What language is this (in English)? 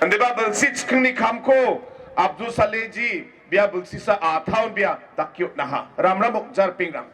Garo